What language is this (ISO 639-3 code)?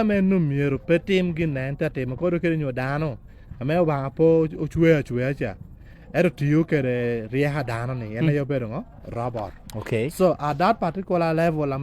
laj